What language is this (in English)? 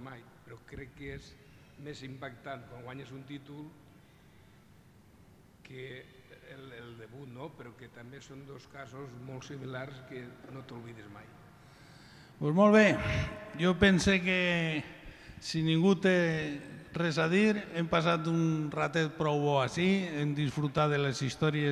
Catalan